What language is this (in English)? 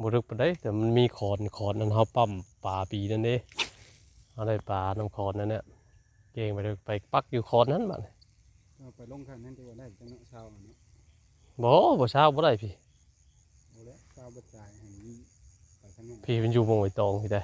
Northeastern Thai